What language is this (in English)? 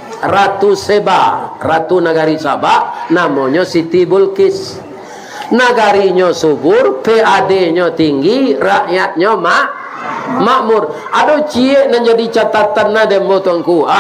Minangkabau